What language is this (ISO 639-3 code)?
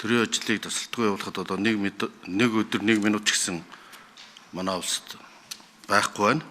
mon